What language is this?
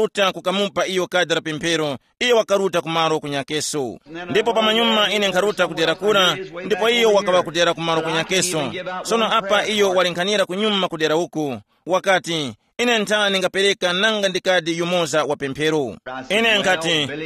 Tumbuka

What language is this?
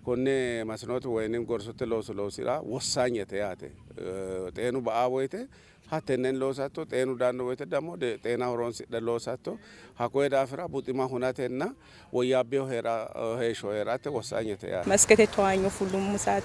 Sidamo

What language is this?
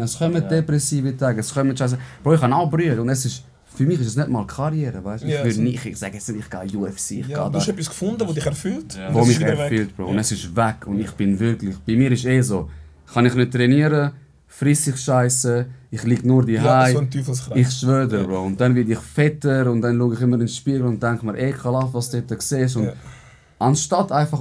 Swiss German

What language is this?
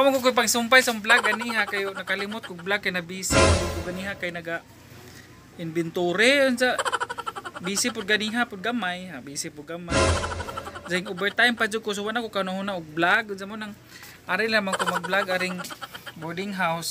Cebuano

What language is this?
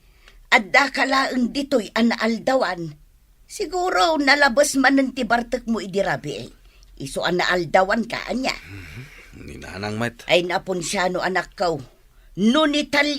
Iloko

